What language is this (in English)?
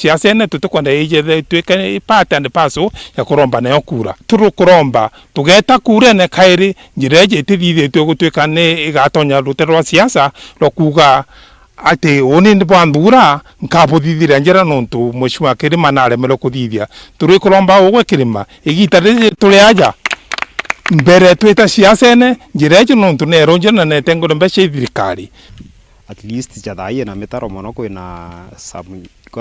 Meru